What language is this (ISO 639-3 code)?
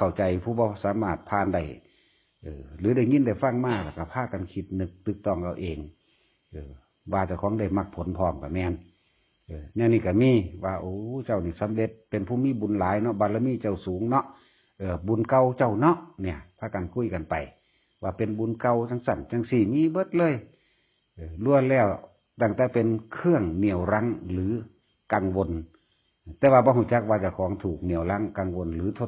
tts